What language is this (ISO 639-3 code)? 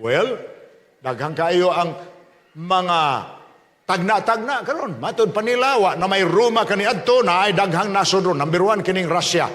ceb